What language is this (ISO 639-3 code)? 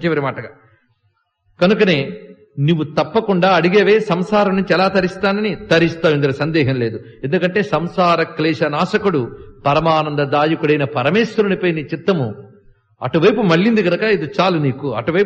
tel